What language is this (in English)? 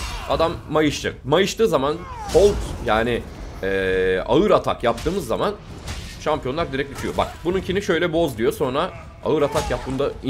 Turkish